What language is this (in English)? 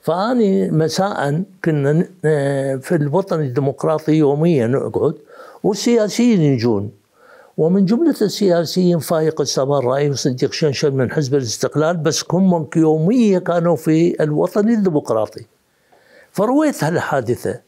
Mesopotamian Arabic